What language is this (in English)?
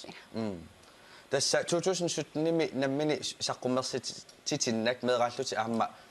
Kalaallisut